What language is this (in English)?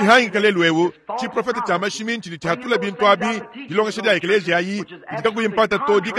Luba-Lulua